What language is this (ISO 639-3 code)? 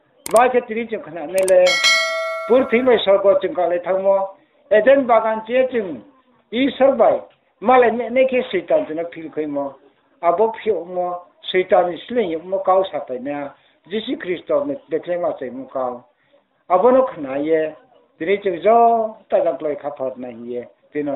ria